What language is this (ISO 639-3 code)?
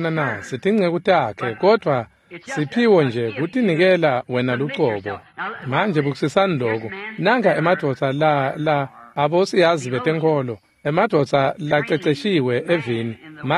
ssw